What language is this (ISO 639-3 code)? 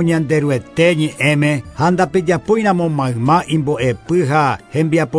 grn